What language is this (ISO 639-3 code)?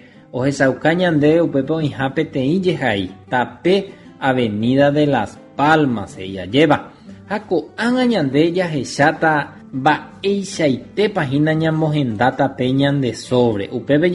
grn